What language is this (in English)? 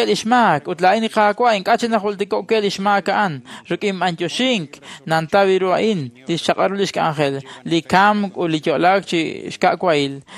Kekchí